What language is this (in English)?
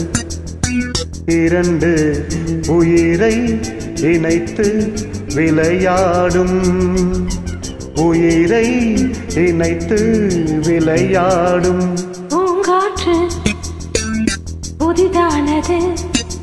Tamil